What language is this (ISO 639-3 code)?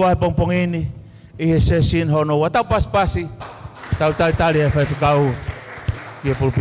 ton